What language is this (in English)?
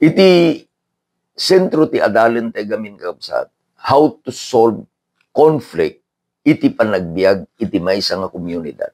Iloko